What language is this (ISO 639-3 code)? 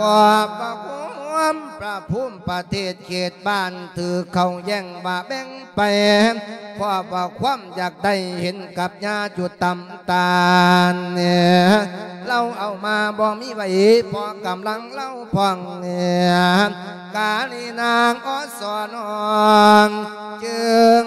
lao